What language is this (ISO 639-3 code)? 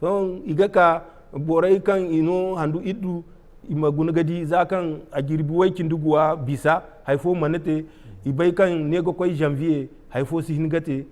dje